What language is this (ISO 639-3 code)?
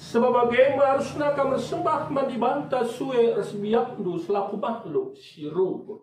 btx